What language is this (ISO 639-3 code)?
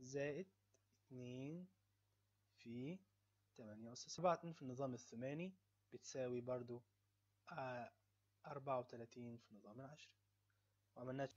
arz